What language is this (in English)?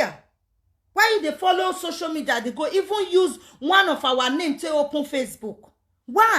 Nigerian Pidgin